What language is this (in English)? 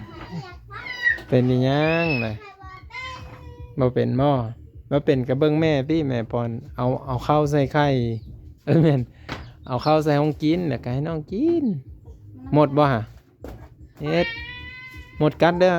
Lao